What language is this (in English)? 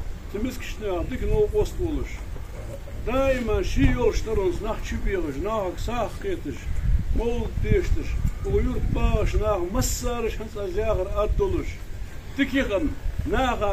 Ingush